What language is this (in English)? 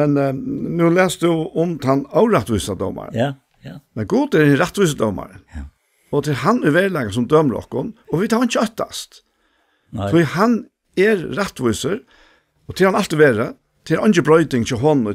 Faroese